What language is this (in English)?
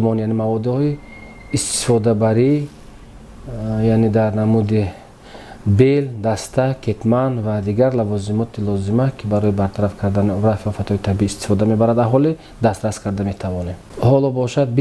Tajik